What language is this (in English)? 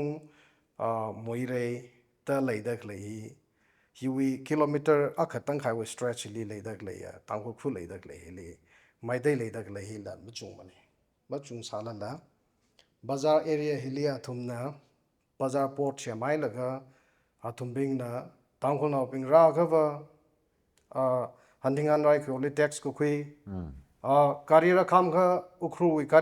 Tangkhul Naga (India)